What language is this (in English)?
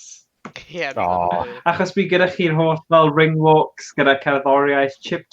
Welsh